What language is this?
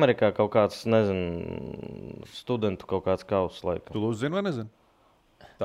Latvian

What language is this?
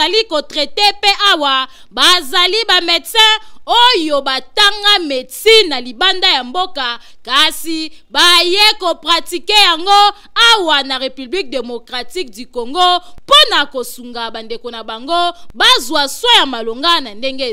Lingala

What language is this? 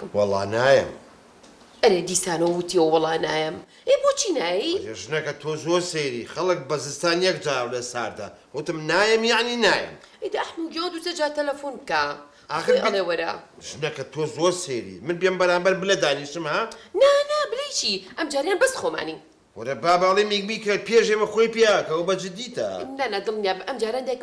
Central Kurdish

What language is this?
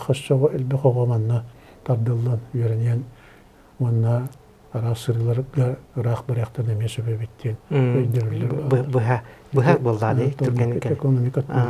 Yakut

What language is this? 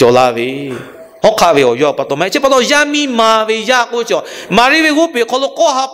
Lahu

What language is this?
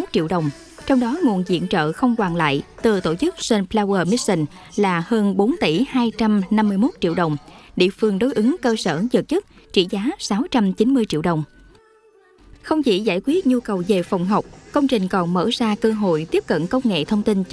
Vietnamese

